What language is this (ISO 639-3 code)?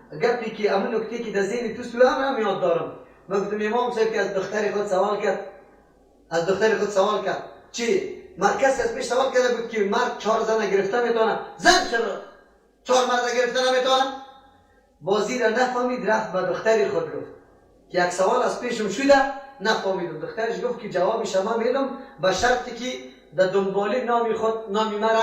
fas